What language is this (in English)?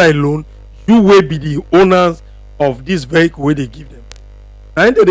Nigerian Pidgin